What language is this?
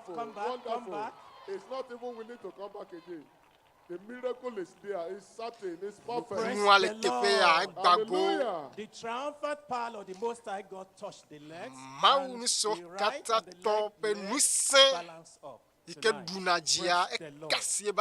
Ewe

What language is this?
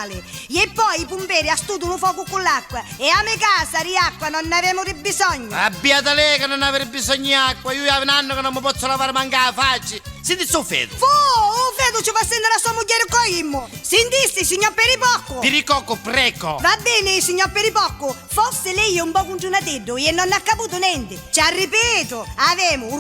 Neapolitan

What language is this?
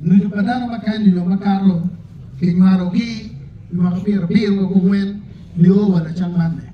Acoli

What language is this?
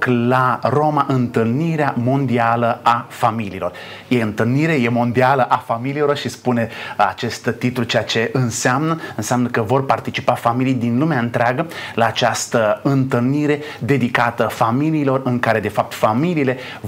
Romanian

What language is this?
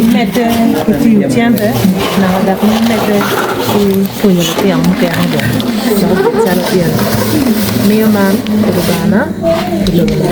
Acoli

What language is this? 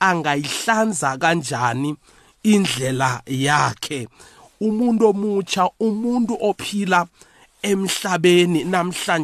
South Ndebele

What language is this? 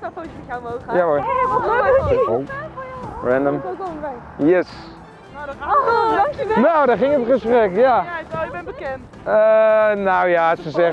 Dutch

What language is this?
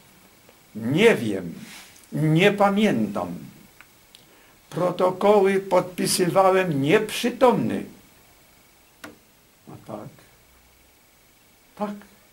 Polish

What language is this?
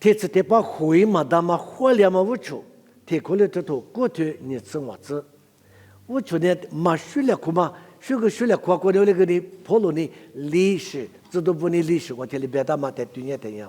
Lisu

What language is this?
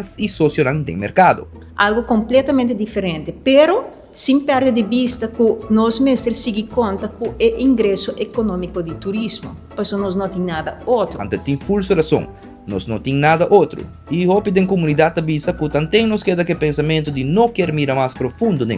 Papiamento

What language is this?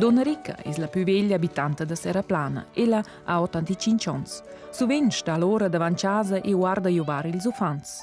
Romansh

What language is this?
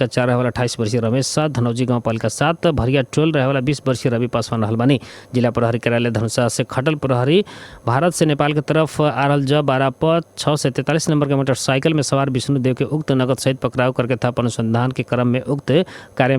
Bhojpuri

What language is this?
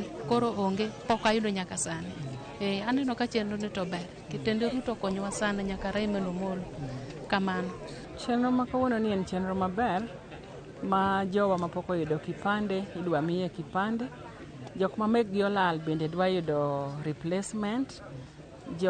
Luo (Kenya and Tanzania)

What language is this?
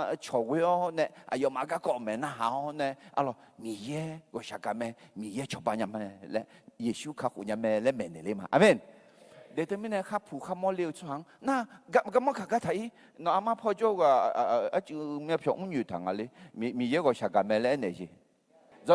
Akha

